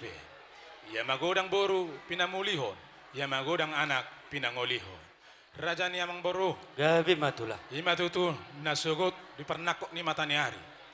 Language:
Batak Toba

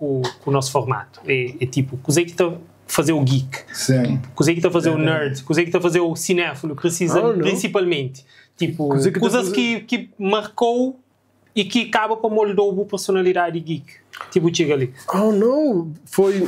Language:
Kabuverdianu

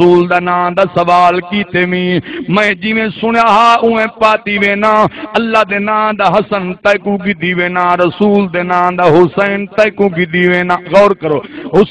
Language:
Saraiki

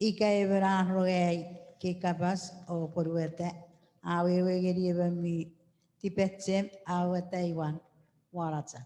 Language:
Chuukese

